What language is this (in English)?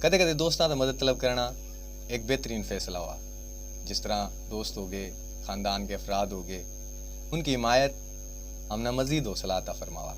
Haryanvi